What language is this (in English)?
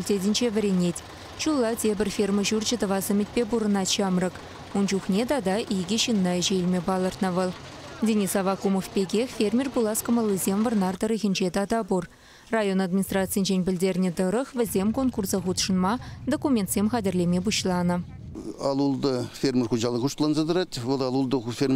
Chuvash